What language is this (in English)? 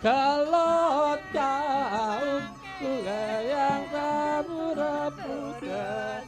Balinese